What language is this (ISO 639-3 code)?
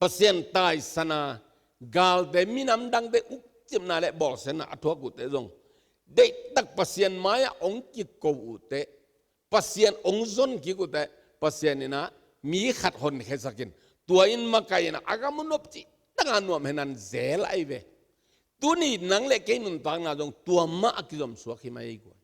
ctd